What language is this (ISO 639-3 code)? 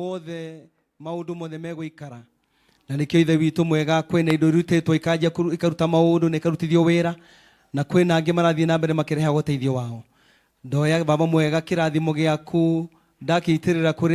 kik